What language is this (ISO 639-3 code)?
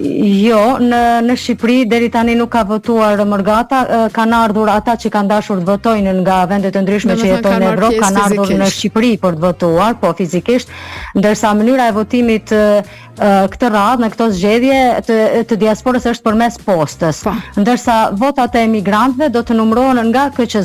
sqi